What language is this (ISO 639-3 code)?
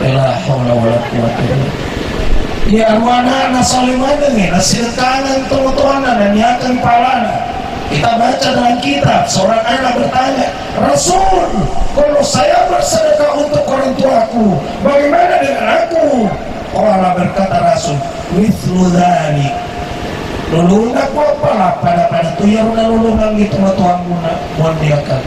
bug